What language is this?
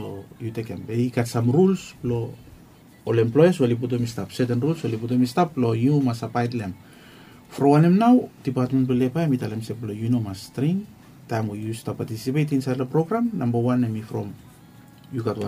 Bislama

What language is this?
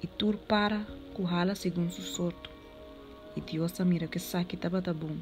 Papiamento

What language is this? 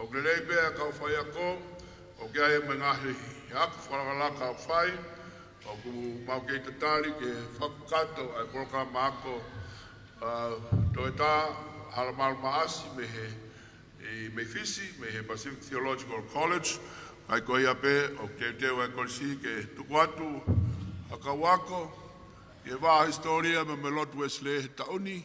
Tongan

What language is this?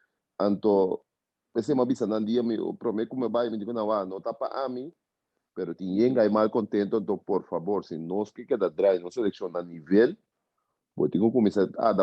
Papiamento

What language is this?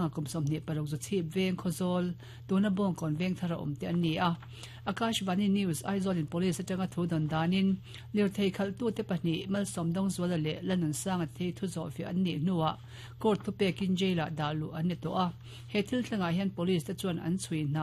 Mizo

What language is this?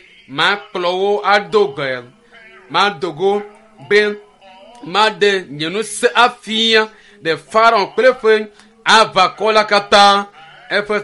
Ewe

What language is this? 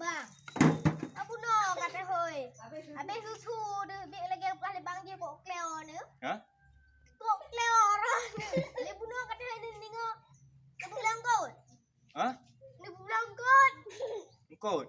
Achinese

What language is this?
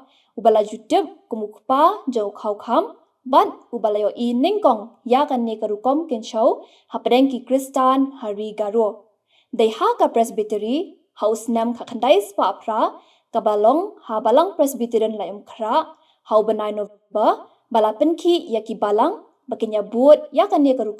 Khasi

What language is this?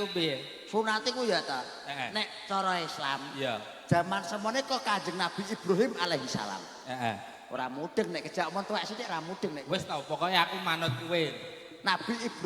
Javanese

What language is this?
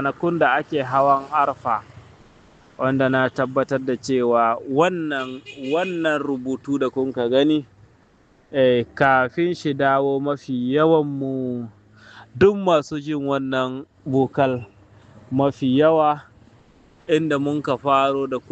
Hausa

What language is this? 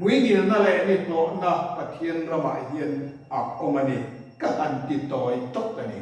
Mizo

